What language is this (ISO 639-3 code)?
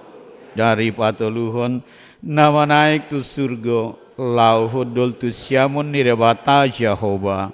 bbc